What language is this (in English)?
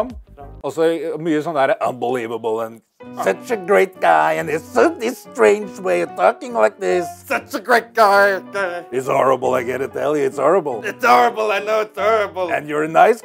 Norwegian